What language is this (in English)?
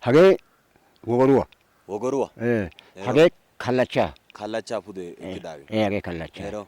Wolaytta